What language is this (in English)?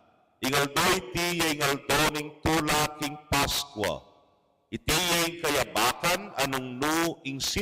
Pampanga